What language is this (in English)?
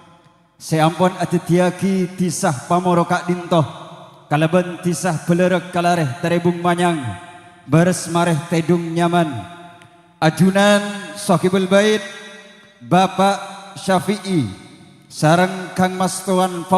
Madurese